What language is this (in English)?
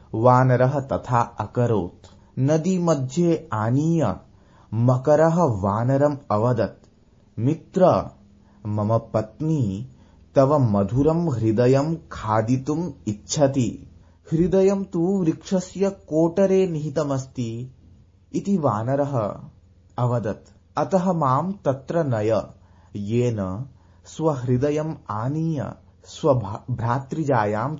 Sanskrit